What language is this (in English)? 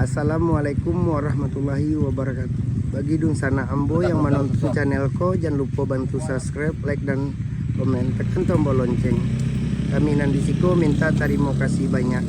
Minangkabau